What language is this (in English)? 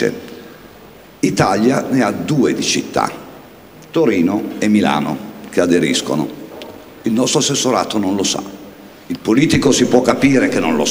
Italian